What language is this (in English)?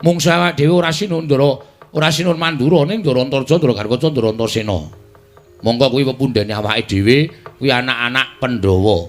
Javanese